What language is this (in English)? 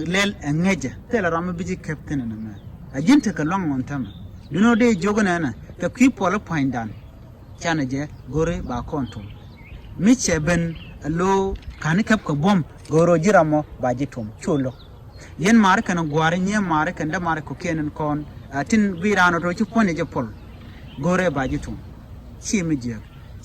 Nuer